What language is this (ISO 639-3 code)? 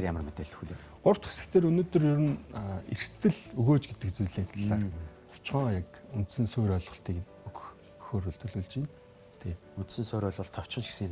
mon